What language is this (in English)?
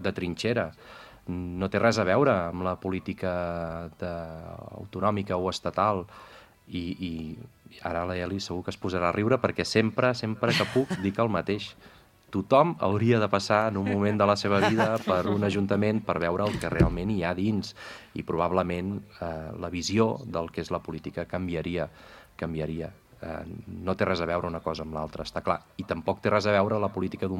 Catalan